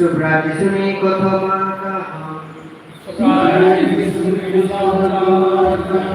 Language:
Kok Borok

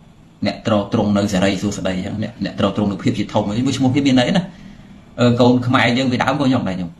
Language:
Khmer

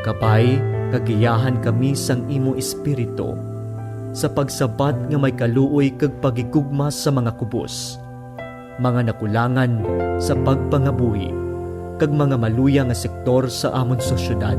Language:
Hiligaynon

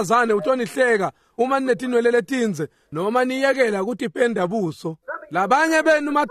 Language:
Swati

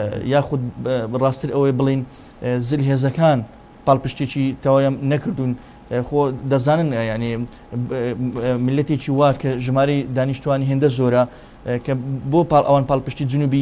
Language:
Central Kurdish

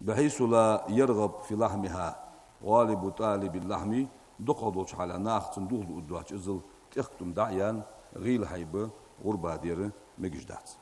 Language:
Ingush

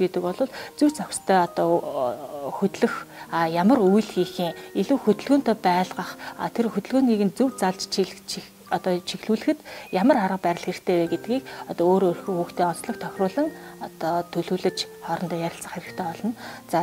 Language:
Mongolian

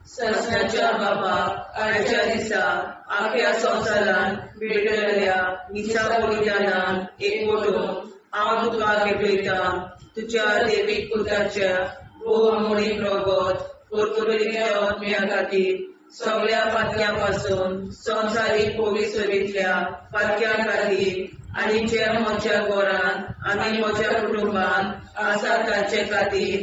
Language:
Konkani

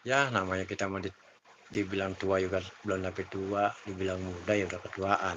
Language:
Betawi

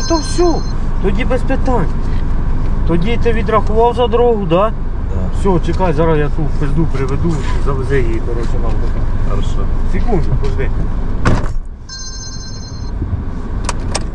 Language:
Ukrainian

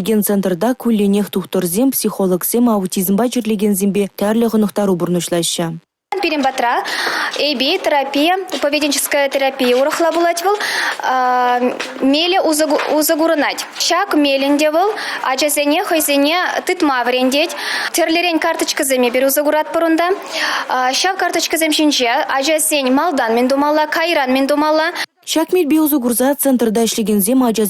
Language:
Chuvash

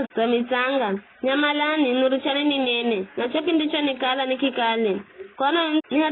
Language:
Giryama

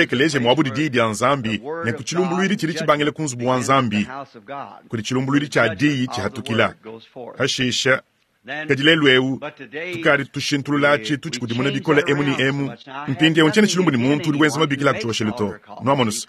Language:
Luba-Lulua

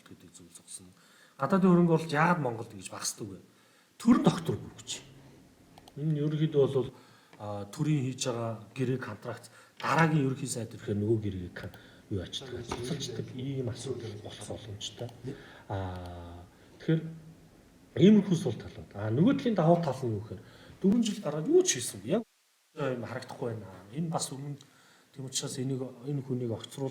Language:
Mongolian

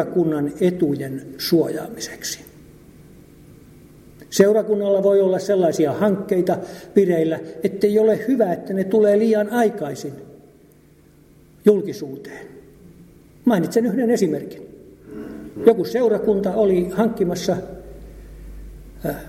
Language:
Finnish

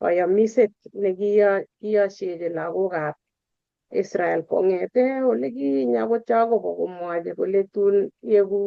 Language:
Kalenjin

